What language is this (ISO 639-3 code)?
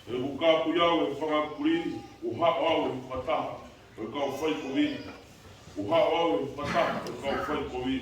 ton